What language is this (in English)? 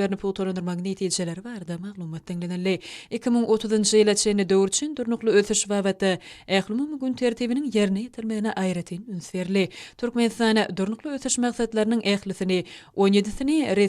Turkmen